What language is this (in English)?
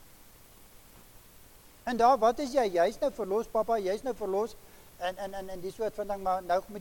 Afrikaans